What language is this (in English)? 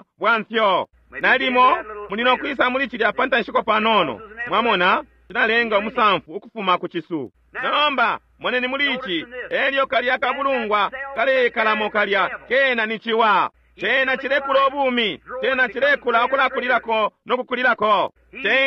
Bemba